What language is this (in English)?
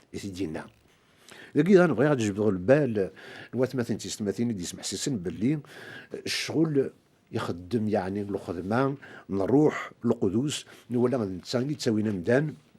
Kabyle